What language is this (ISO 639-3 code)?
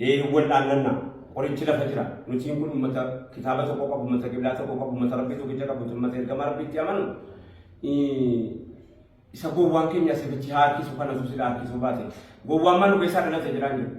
orm